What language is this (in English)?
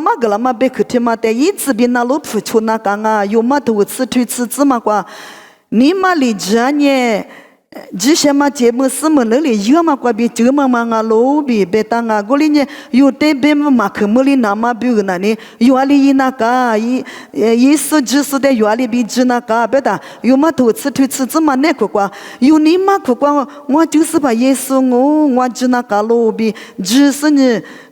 Lisu